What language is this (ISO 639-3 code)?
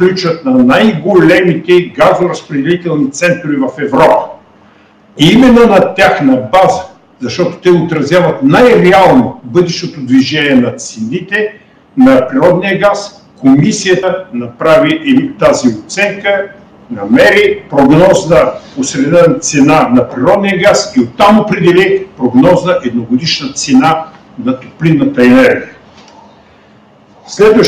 bul